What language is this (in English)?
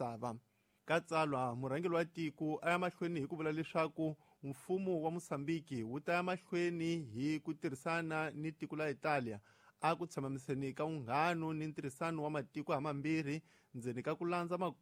Tsonga